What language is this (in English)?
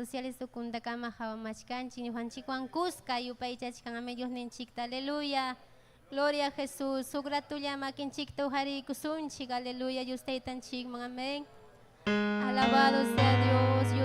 Ayacucho Quechua